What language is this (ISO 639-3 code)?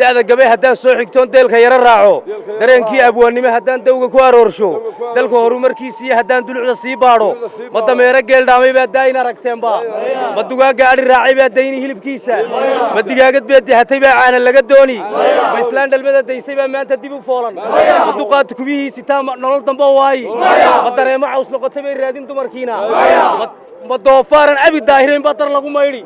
som